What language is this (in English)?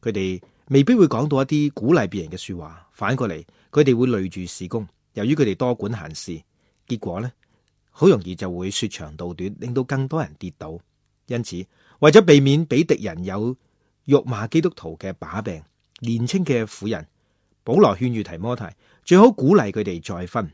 Cantonese